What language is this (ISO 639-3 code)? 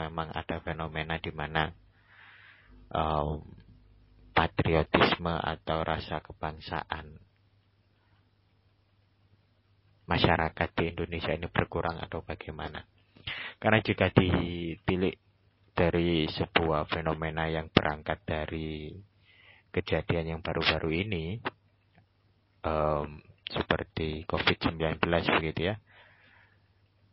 ind